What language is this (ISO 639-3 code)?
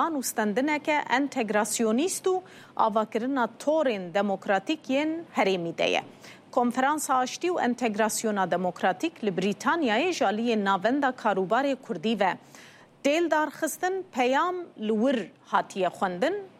kur